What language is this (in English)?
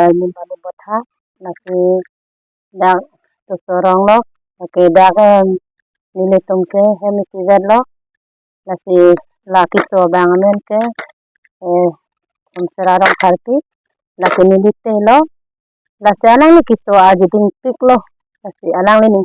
Karbi